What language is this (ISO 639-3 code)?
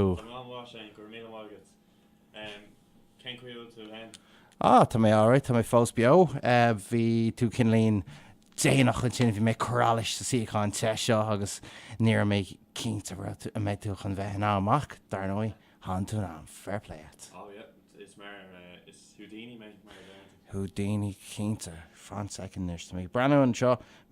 gle